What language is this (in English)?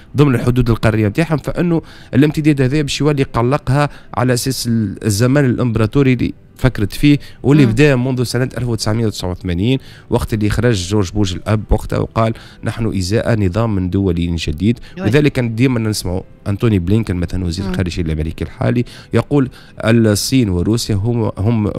Tunisian Arabic